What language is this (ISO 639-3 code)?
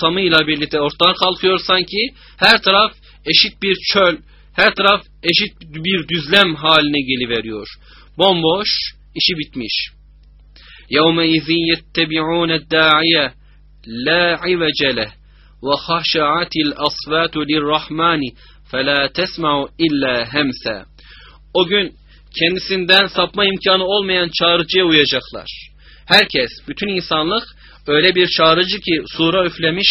tur